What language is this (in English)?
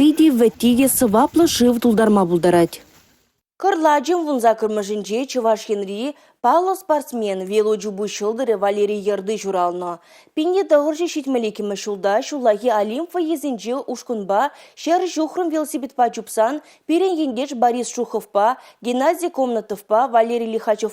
Chuvash